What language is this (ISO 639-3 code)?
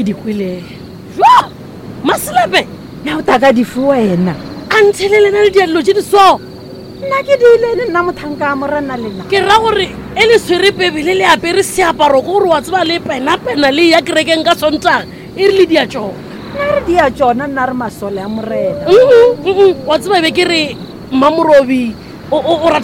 nso